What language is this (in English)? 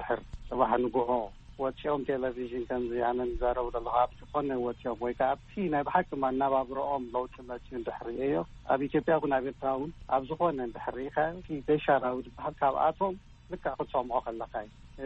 Tigrinya